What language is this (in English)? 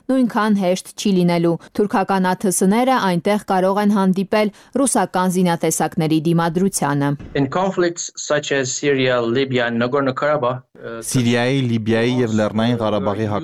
Armenian